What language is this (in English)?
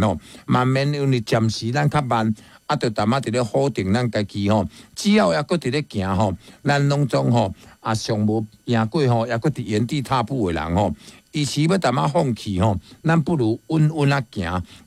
Min Nan Chinese